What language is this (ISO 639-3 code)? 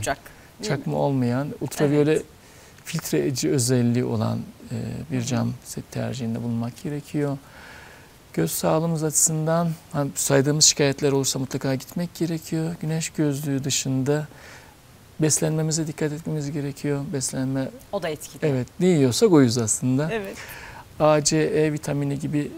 tur